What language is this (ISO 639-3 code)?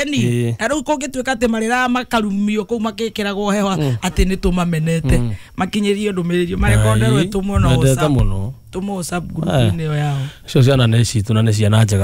kik